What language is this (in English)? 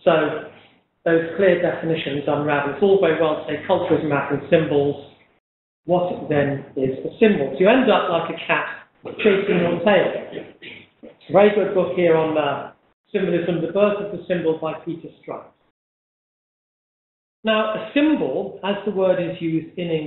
English